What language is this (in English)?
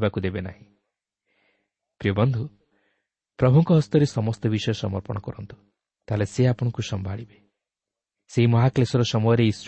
Odia